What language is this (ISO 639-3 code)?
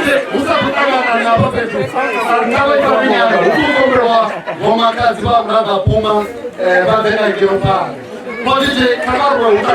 ven